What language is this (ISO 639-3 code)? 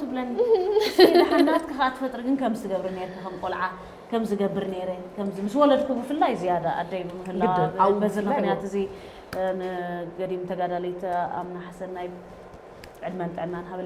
tir